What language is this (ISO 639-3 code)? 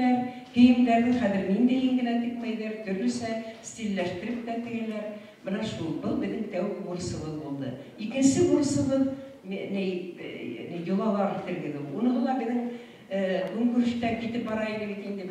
bak